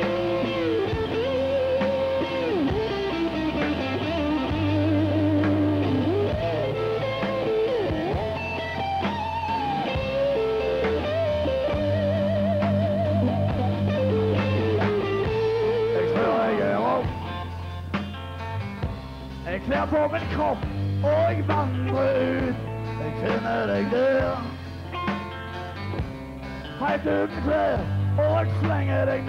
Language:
Norwegian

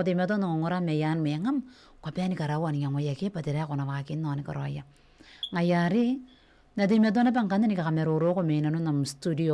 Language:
Gilbertese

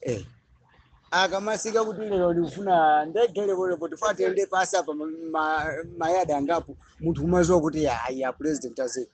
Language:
Nyanja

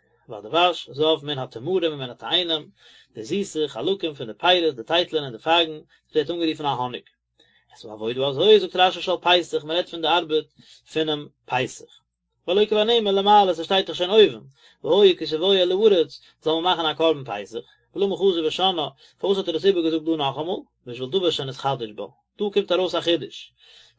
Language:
Yiddish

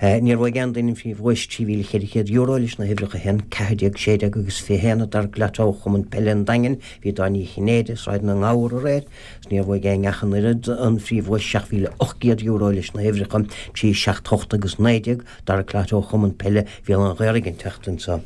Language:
Irish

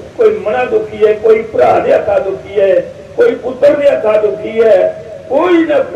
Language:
Dogri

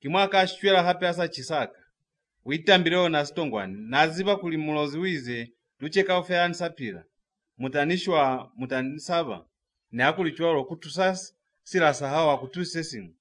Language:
Lozi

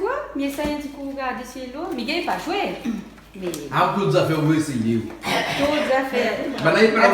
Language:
Réunion Creole French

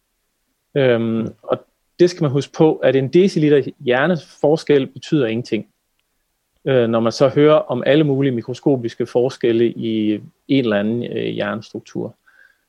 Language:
Danish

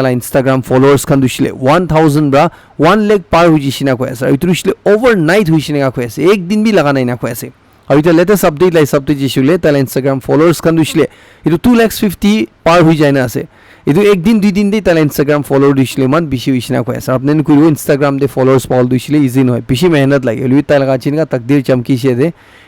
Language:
Naga Pidgin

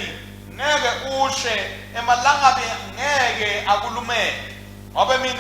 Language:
Swati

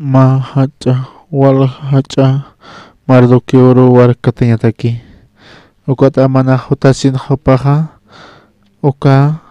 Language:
Aymara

